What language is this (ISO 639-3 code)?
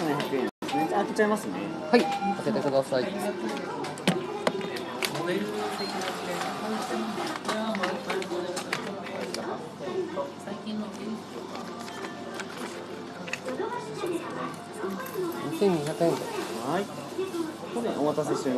jpn